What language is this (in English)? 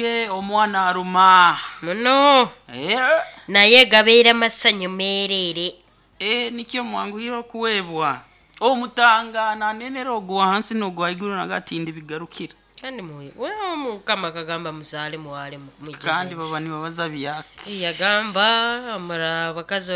Nyoro